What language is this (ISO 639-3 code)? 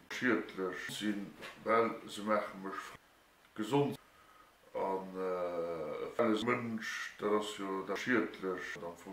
ltz